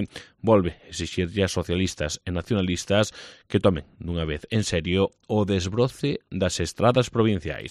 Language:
Galician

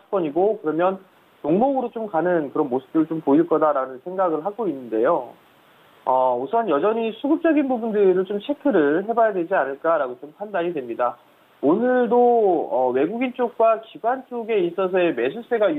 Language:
Korean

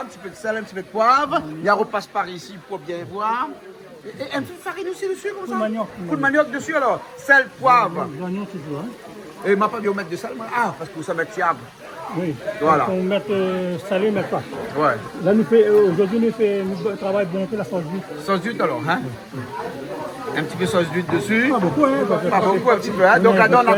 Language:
Réunion Creole French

